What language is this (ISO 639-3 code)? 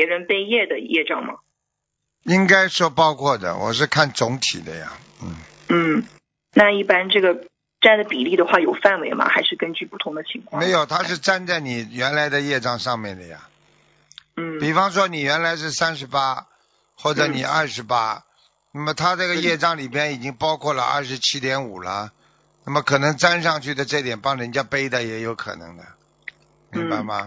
zho